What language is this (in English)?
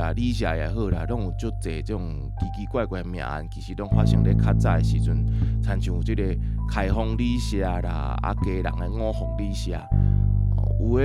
Min Nan Chinese